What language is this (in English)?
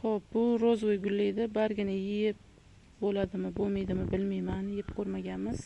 Uzbek